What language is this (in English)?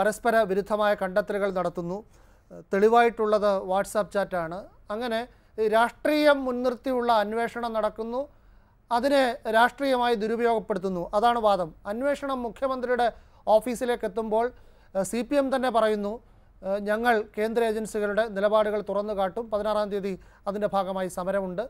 Malayalam